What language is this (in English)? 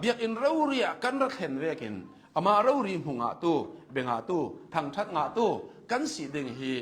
Hakha Chin